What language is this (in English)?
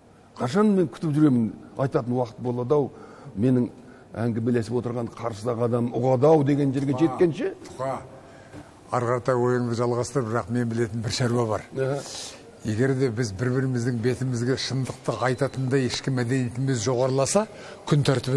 Kazakh